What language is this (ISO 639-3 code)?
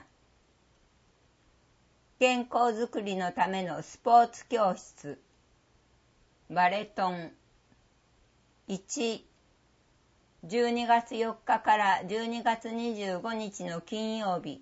jpn